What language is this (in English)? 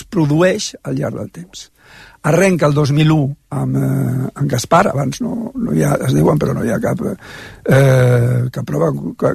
Catalan